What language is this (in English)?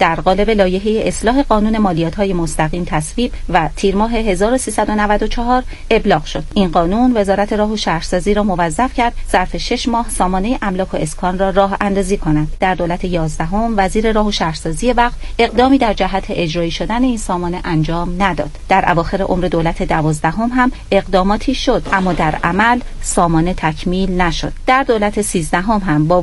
Persian